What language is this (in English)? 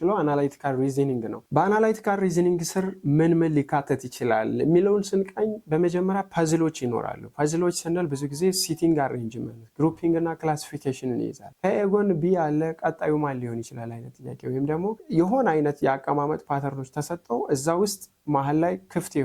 Amharic